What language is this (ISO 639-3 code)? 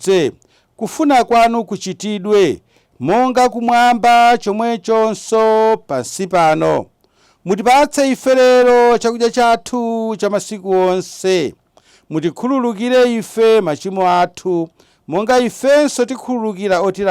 nya